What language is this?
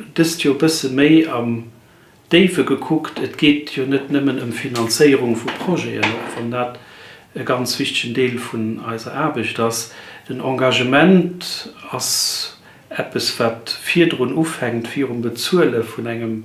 Luxembourgish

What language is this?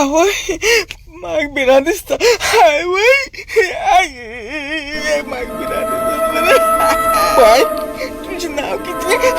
Konkani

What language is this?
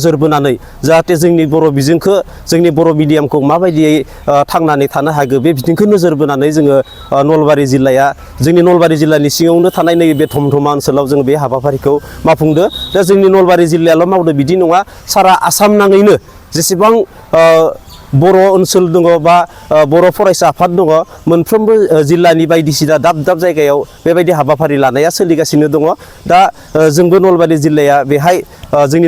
Bodo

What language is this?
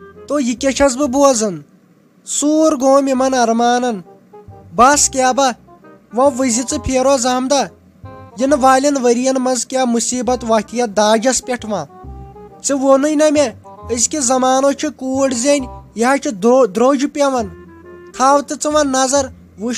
Kashmiri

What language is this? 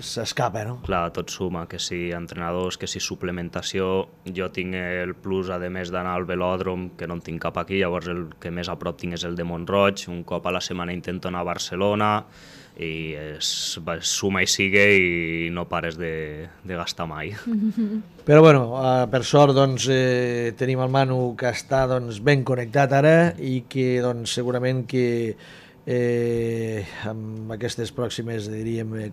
Catalan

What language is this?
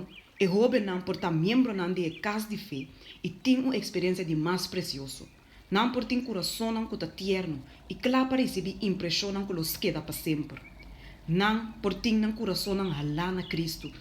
Papiamento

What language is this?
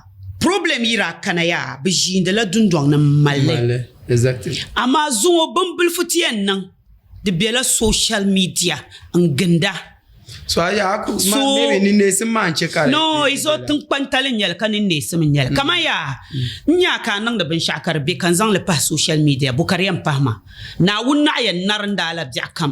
Dagbani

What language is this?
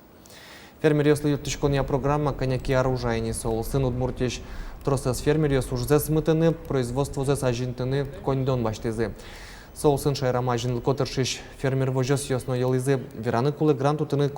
Udmurt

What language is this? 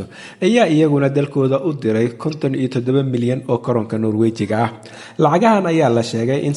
Somali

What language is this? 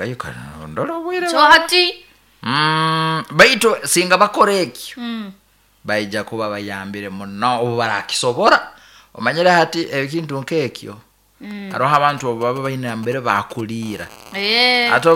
Nyoro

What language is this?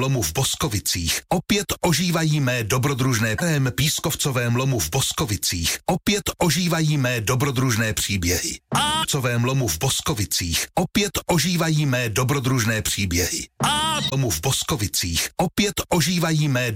Czech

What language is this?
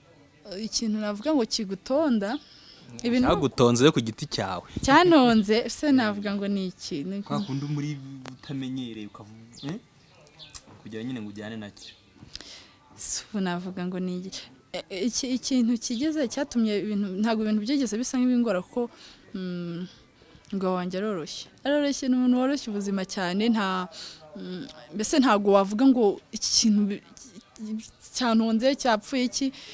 Kinyarwanda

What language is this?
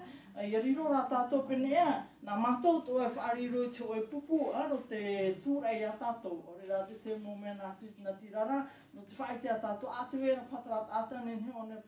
Tahitian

